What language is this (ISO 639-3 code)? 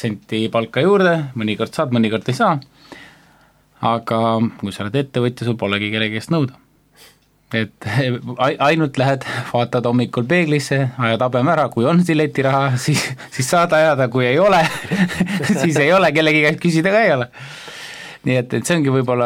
est